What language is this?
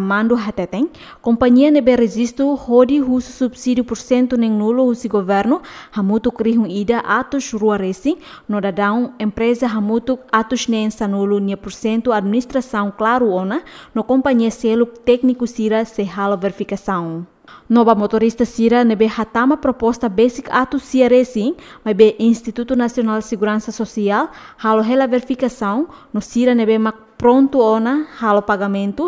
Tetum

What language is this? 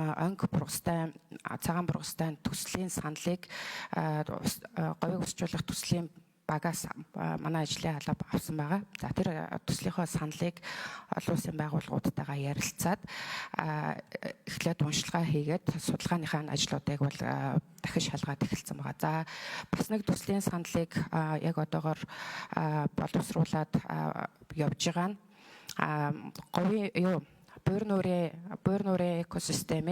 Mongolian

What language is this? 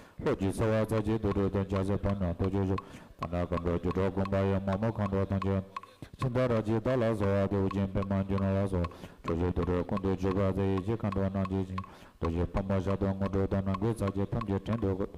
Tibetan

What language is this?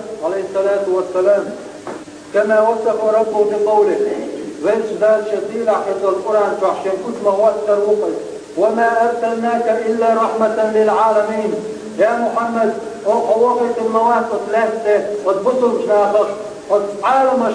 Chechen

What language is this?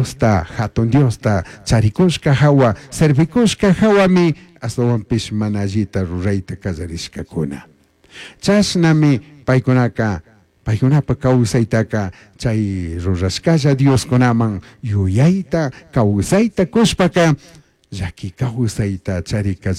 Chimborazo Highland Quichua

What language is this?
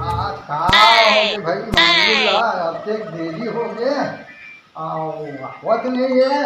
Chhattisgarhi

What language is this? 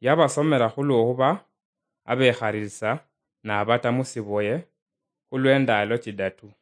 Luyia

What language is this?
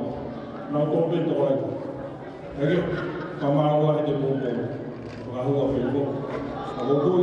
Tongan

